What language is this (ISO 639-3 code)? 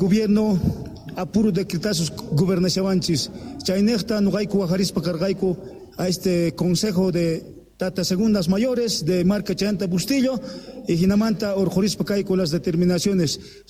quh